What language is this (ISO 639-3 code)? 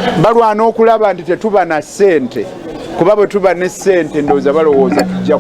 lug